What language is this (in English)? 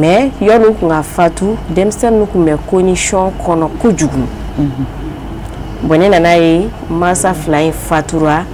Bambara